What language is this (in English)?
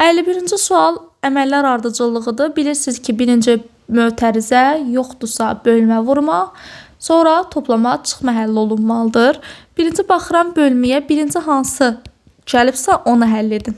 Azerbaijani